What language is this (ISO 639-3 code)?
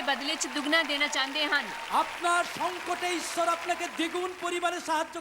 doi